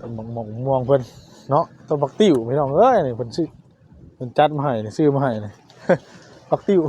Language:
Northeastern Thai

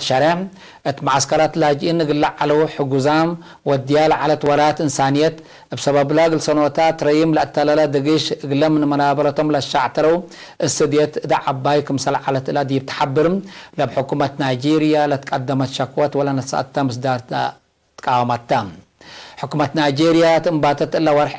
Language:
Tigre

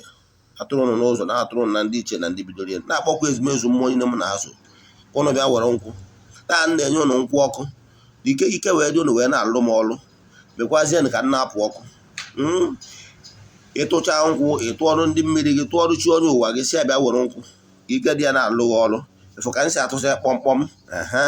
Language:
Igbo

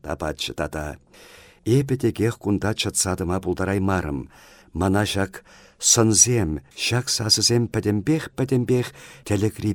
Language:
Chuvash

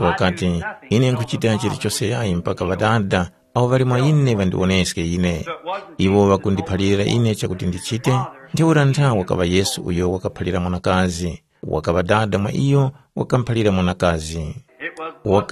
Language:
Tumbuka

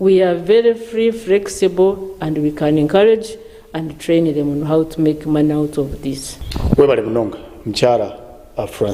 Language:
Nyankole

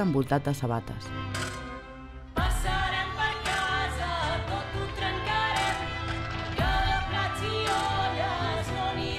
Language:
Catalan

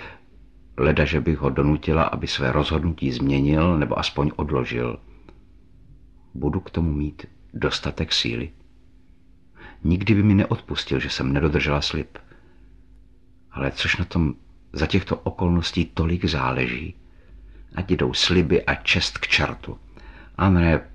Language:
Czech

